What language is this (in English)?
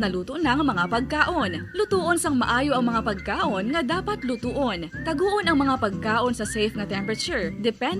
Hiligaynon